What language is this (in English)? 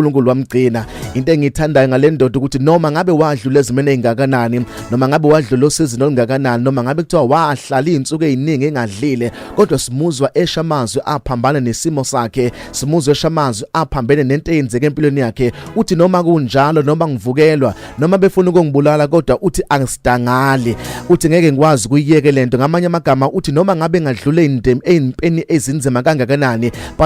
Zulu